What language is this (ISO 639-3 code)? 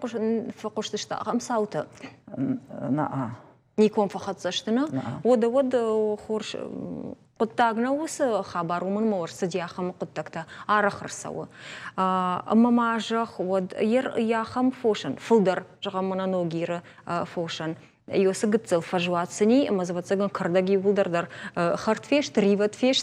oss